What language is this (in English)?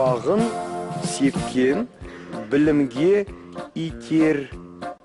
Kazakh